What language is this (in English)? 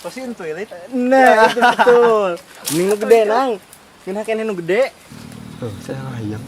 Sundanese